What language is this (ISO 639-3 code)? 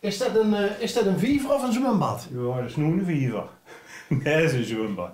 lim